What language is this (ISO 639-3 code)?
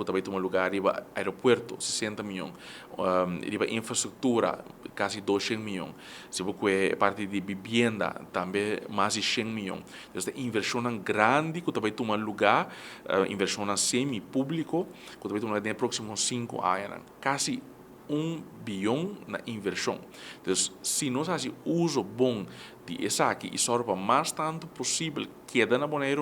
pap